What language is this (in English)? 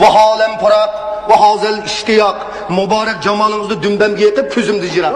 Uyghur